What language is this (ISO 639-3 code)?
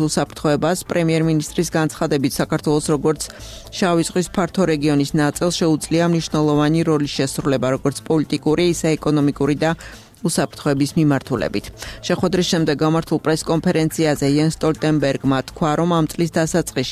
kat